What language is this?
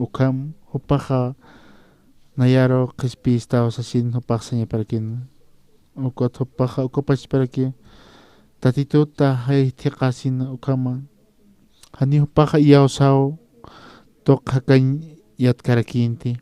Aymara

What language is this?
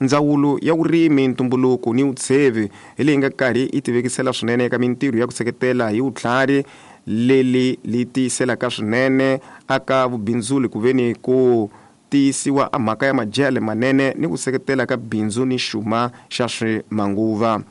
Tsonga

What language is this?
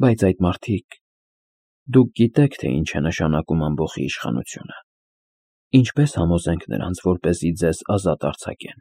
Armenian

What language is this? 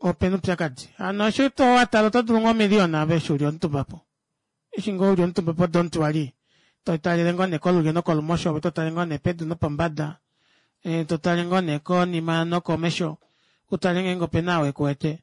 Kuanyama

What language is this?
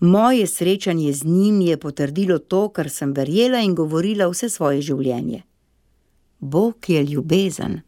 Slovenian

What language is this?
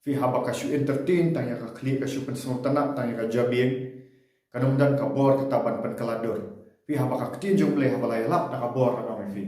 Khasi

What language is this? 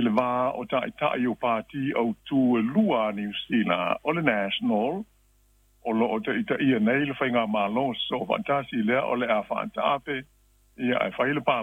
Samoan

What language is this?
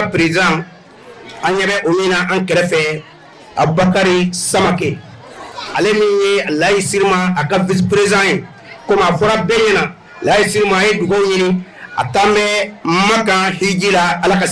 Bambara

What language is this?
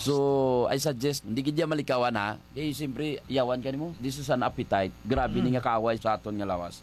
Hiligaynon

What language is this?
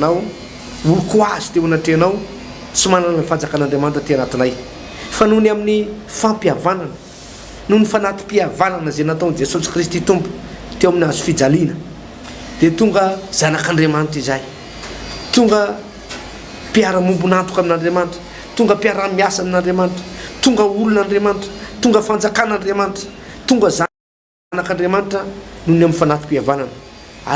Malagasy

